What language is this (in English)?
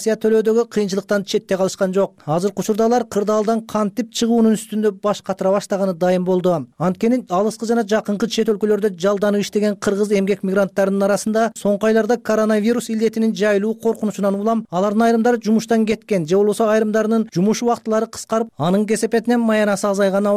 Kyrgyz